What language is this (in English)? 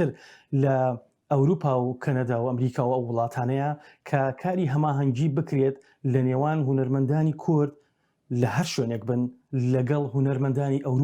Central Kurdish